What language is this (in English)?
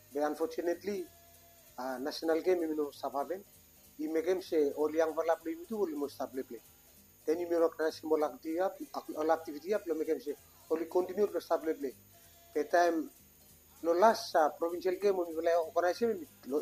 Bislama